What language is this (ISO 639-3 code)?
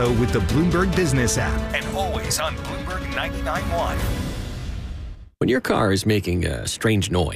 eng